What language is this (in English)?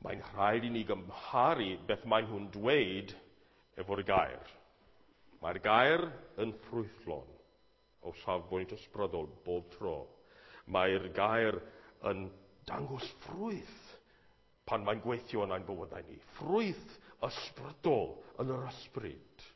Welsh